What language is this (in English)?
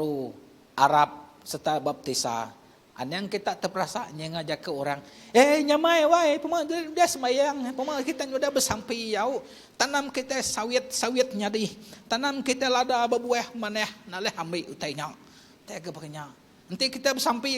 Iban